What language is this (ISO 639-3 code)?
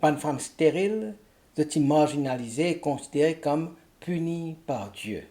mfe